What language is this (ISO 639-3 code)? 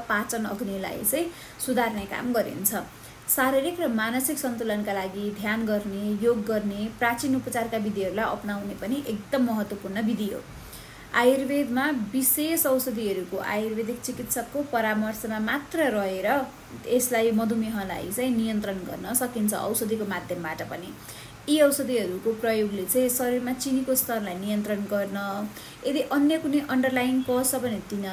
nep